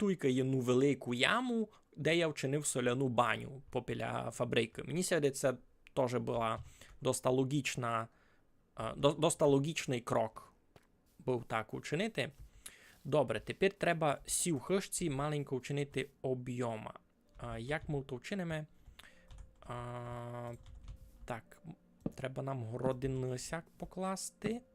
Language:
Rusyn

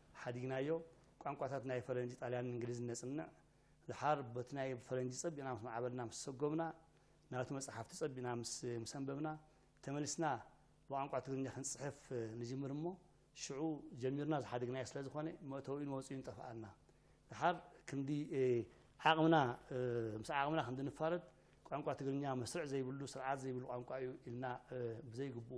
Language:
Tigrinya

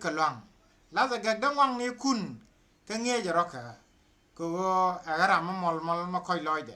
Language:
Nuer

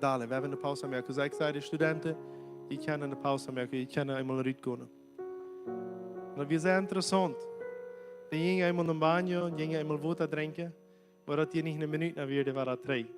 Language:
Plautdietsch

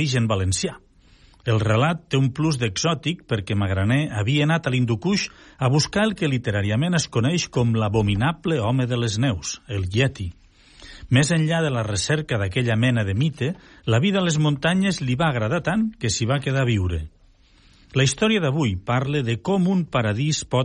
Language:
Catalan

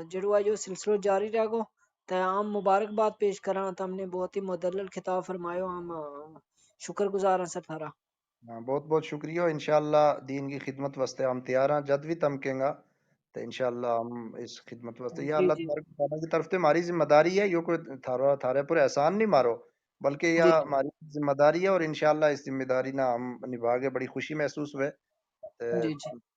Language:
Gujari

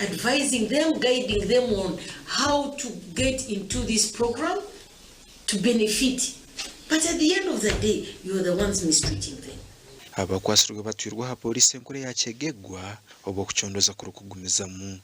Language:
Nyankole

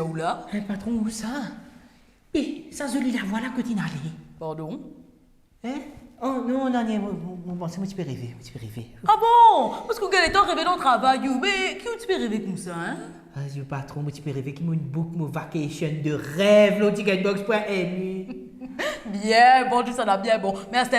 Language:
Morisyen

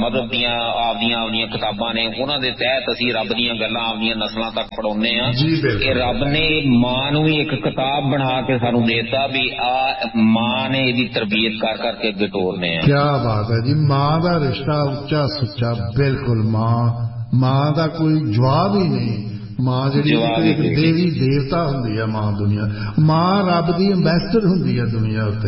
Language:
Punjabi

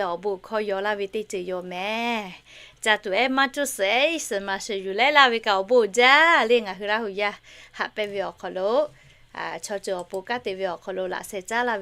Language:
Lahu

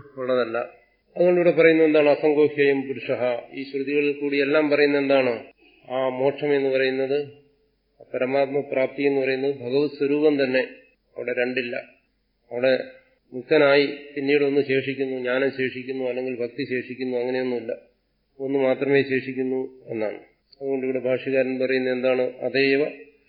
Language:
Malayalam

